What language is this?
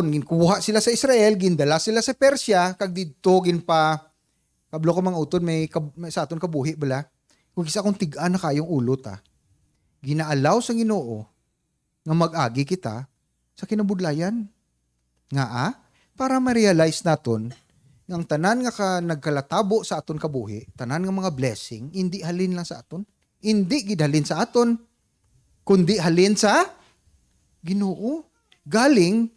Hiligaynon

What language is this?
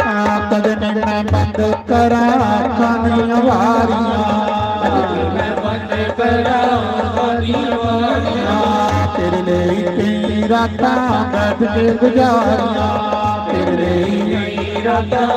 Dogri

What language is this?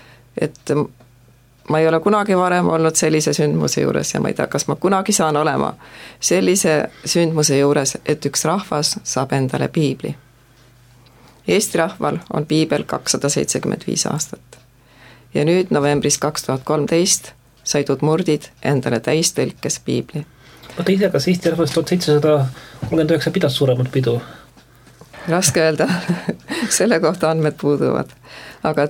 Estonian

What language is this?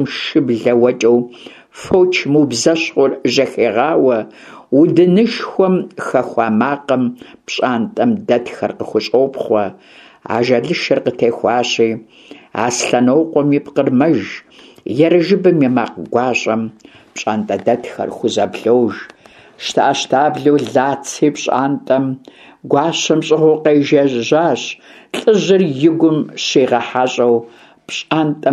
Kabardian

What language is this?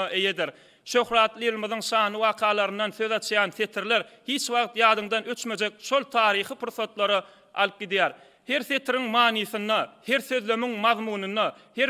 Turkmen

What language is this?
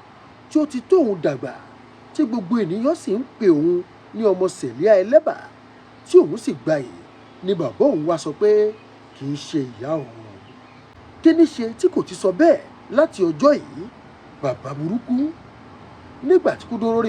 Yoruba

